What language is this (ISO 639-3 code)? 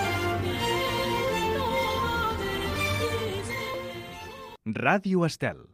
cat